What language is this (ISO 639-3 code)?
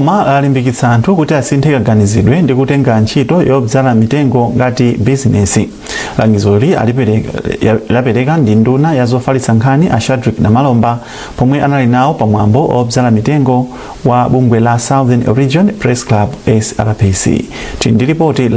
nya